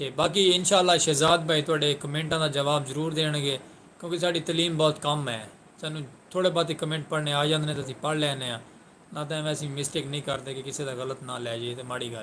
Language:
Saraiki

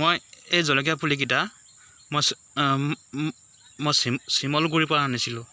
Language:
Assamese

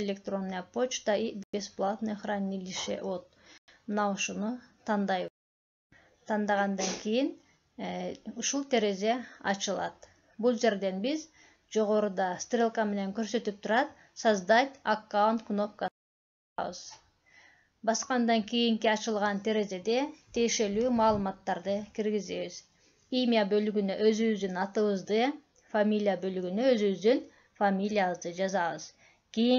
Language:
Kyrgyz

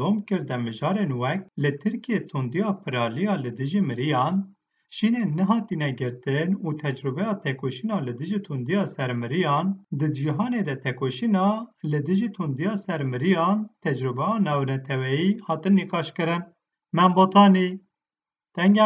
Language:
Kurdish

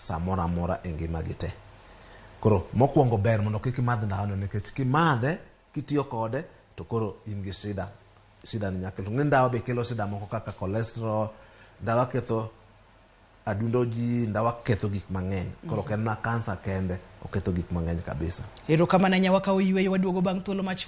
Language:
Luo (Kenya and Tanzania)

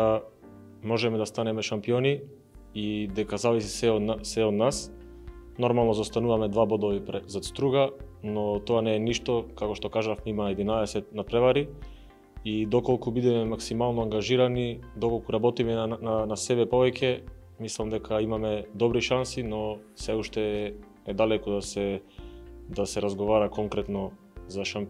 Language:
Macedonian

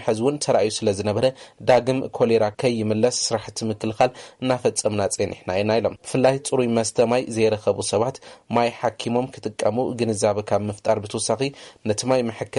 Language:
Tigrinya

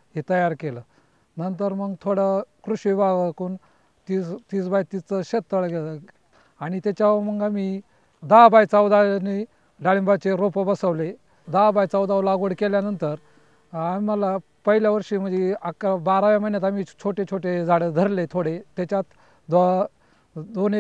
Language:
Marathi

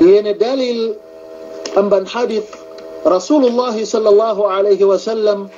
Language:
Yakan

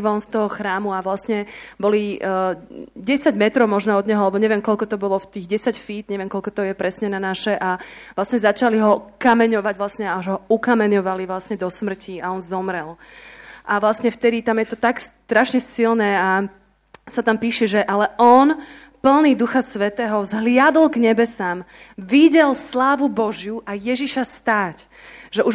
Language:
Slovak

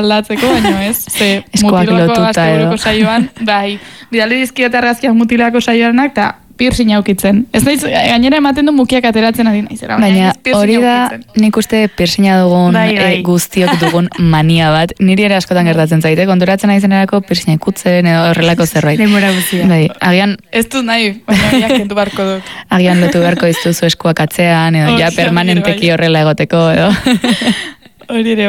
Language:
Basque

